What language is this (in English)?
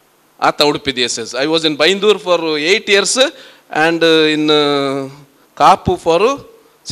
Konkani